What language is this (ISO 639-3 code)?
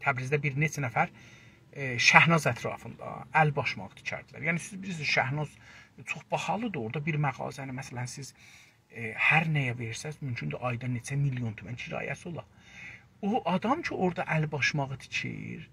azb